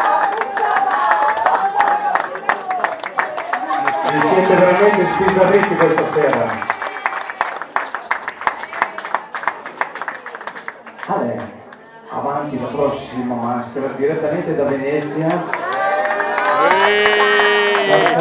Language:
Italian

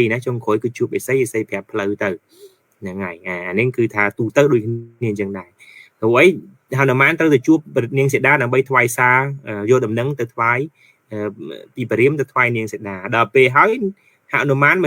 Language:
Khmer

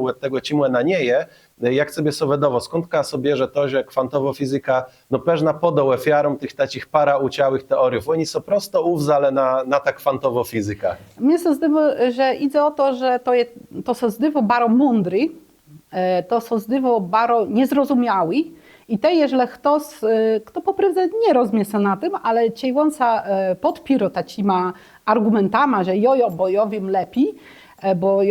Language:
Kashubian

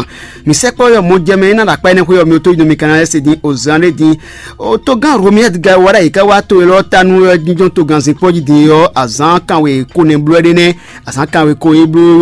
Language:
Fon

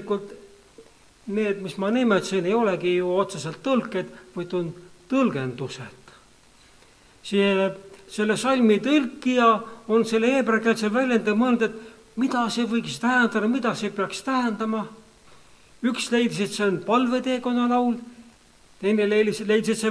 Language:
Estonian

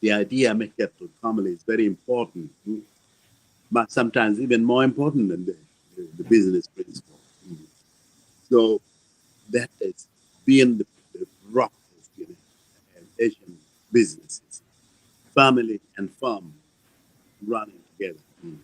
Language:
Acoli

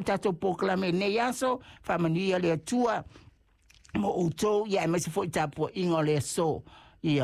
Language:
Samoan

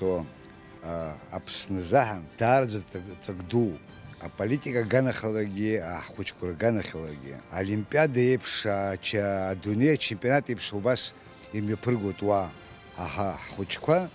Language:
Abkhazian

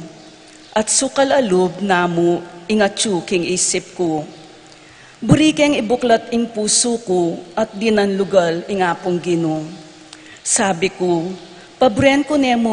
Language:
Pampanga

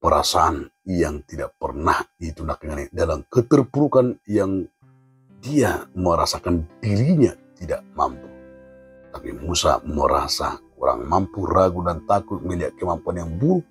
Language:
Batak Toba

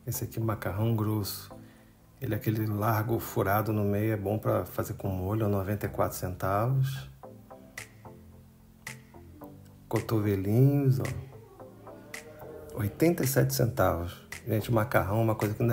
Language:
Portuguese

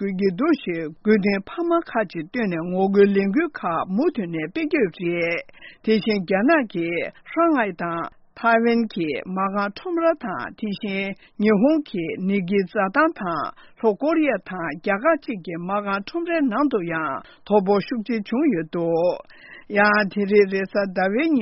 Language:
Tibetan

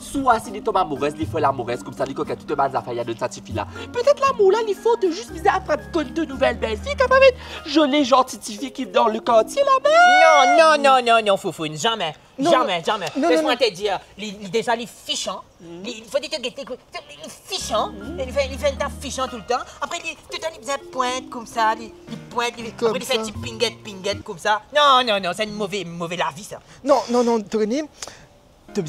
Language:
Morisyen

